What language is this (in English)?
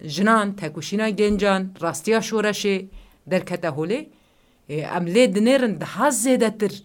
Kurdish